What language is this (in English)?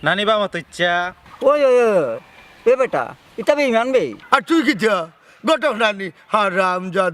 Sylheti